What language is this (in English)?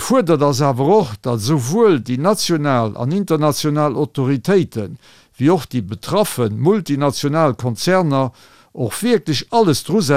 Luxembourgish